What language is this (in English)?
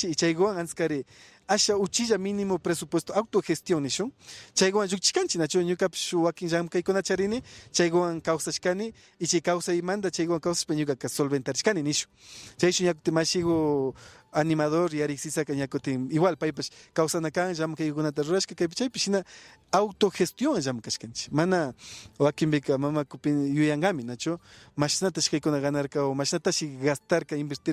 Imbabura Highland Quichua